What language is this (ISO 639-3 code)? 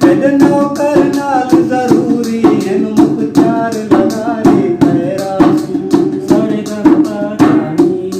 skr